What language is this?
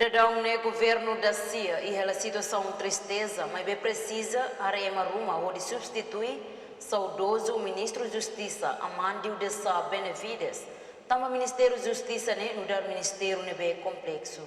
Tetum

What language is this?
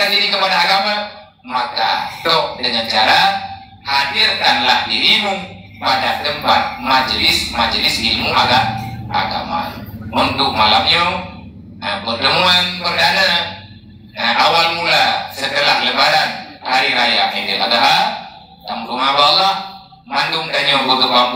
Achinese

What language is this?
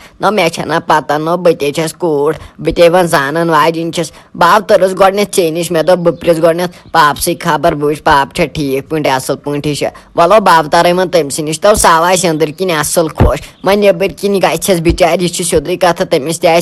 Kashmiri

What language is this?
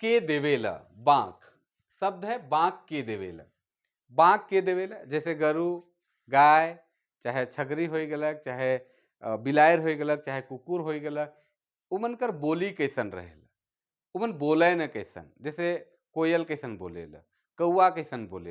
Sadri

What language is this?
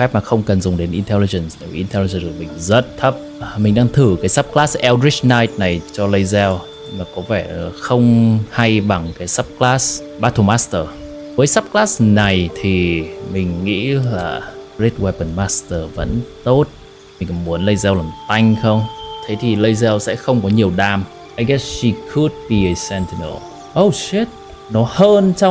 Vietnamese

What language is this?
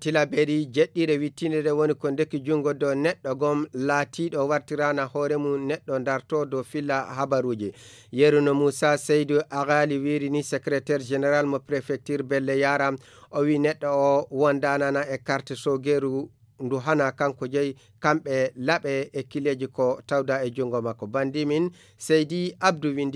Fula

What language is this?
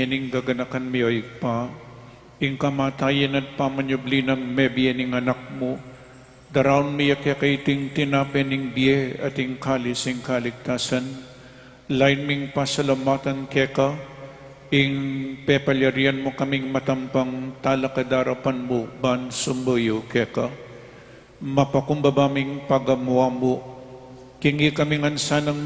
Pampanga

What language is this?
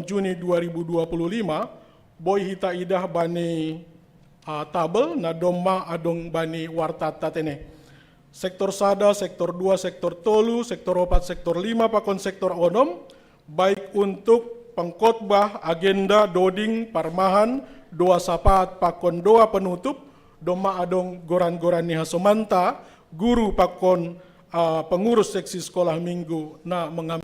Batak Simalungun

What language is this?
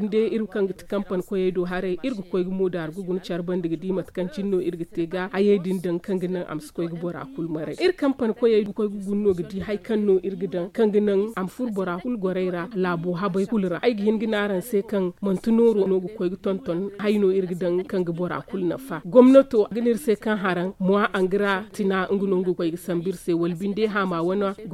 Zarma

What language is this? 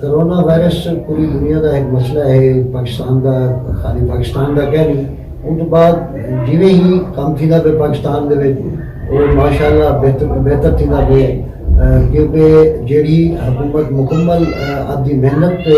Saraiki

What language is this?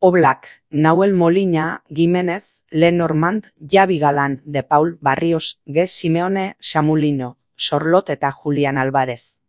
Basque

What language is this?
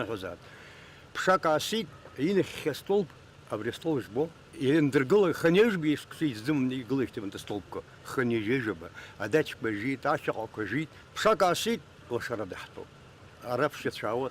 Abkhazian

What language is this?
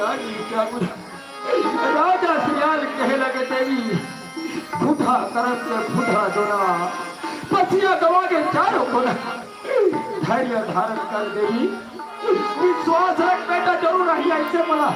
Chhattisgarhi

